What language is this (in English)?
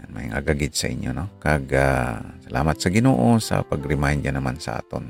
Hiligaynon